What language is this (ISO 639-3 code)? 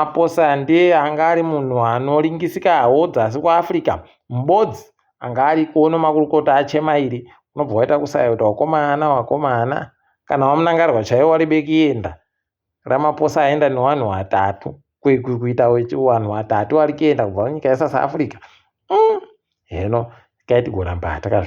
ndc